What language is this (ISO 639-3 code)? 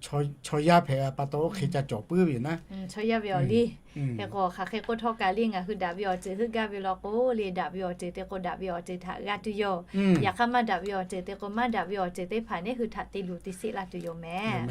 lhu